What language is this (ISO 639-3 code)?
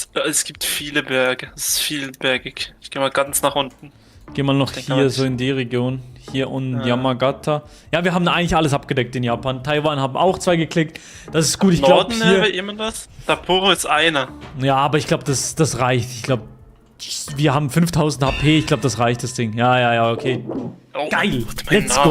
gsw